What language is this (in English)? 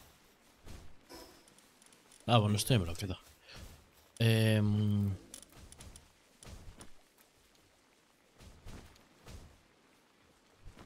Spanish